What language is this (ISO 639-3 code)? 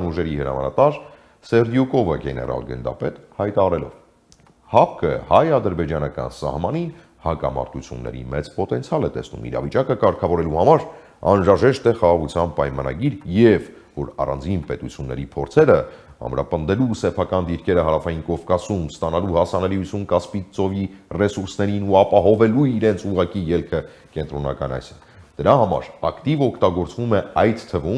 hye